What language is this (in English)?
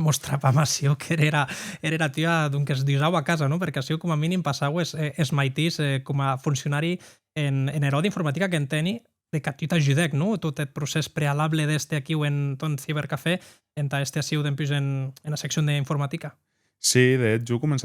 Occitan